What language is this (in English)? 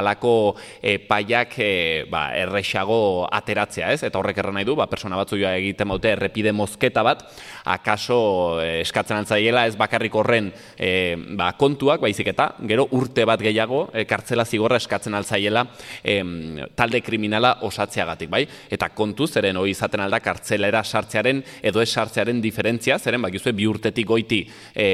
Basque